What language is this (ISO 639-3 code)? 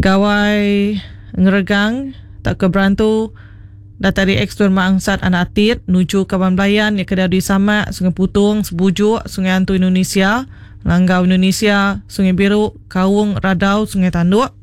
iba